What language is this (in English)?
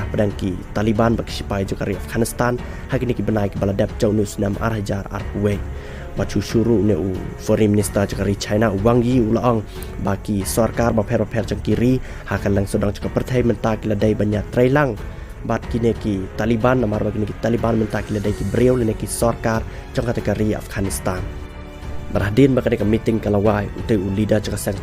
Khasi